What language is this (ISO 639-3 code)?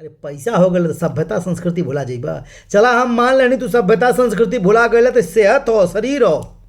bho